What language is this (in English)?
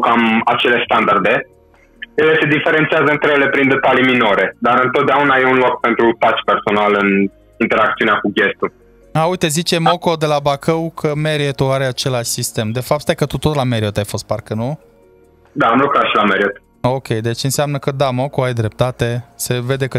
Romanian